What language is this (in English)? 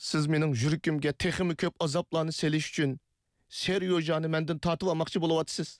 Uyghur